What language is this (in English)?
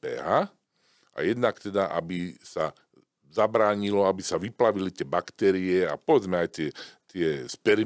Slovak